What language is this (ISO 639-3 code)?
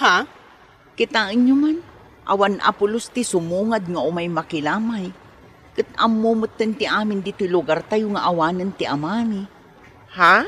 ilo